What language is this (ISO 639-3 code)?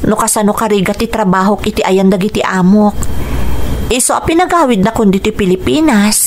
ilo